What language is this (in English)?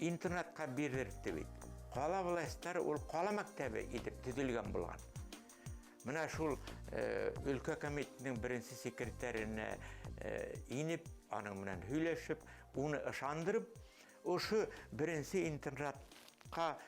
Bashkir